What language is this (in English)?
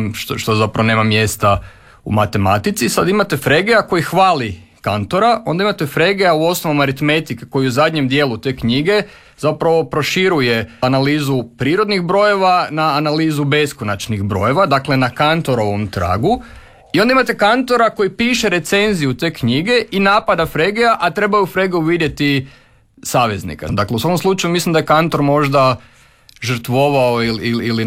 Croatian